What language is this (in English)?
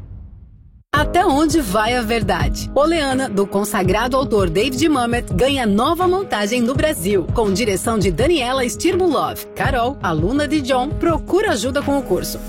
Portuguese